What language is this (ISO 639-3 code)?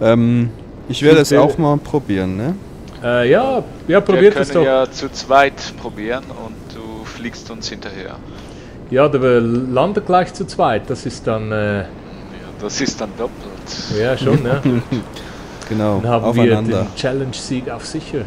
gsw